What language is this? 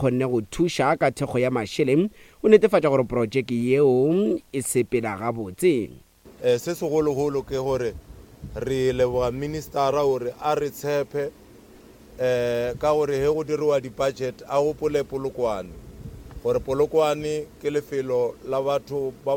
Northern Sotho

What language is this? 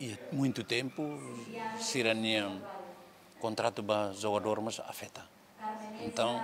Tetum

